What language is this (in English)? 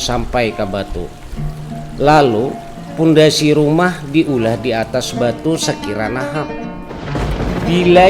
Banjar